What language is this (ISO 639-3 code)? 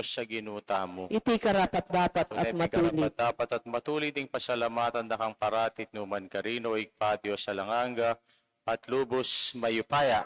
pam